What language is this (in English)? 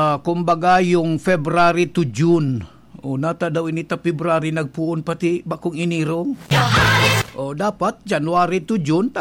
Bikol